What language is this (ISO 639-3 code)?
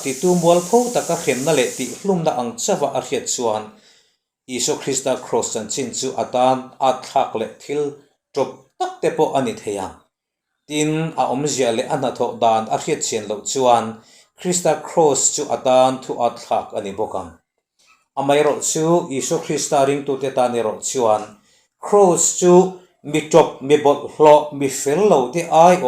lus